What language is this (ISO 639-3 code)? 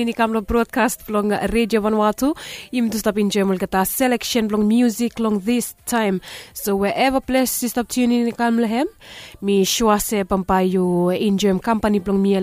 bis